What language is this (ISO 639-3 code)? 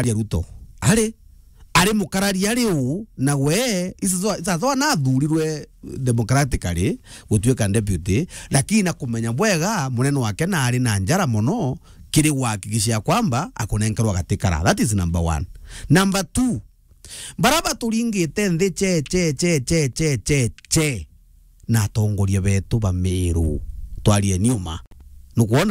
mer